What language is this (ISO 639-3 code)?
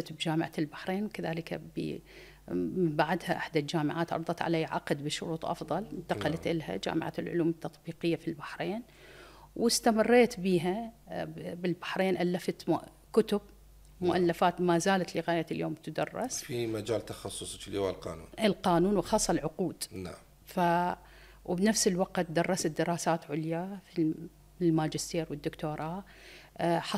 acm